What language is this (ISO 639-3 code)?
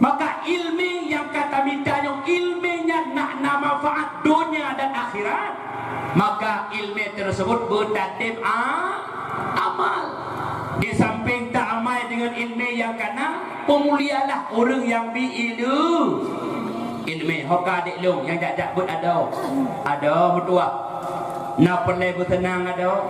ace